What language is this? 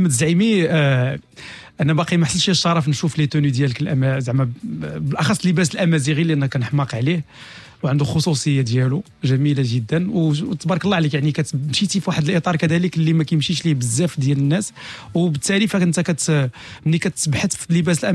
Moroccan Arabic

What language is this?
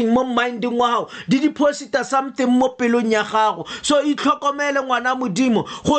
Tswana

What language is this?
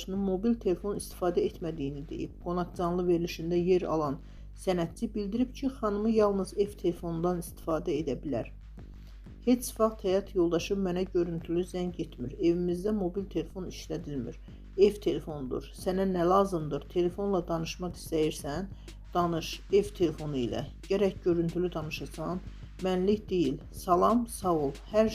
Azerbaijani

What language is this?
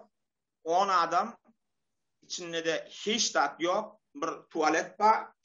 Turkmen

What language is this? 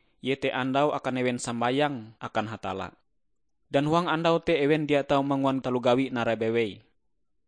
Ngaju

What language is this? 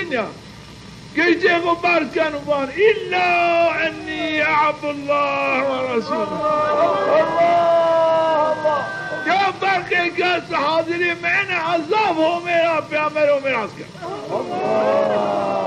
Zaza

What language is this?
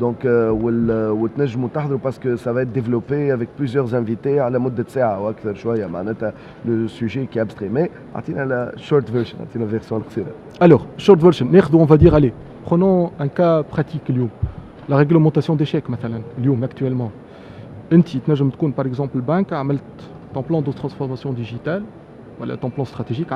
Tunisian Arabic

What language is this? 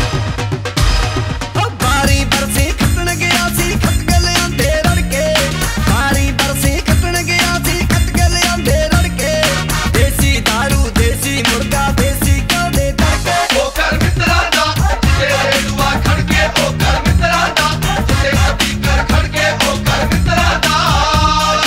Punjabi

